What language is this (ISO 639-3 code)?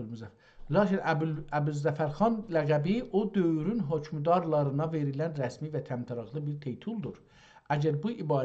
azb